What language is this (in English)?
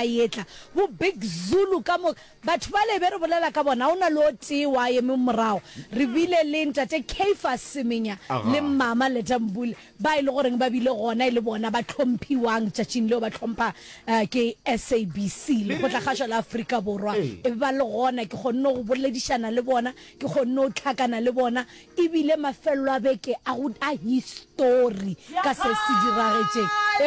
Northern Sotho